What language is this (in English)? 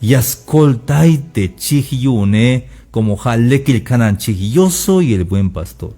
Tzeltal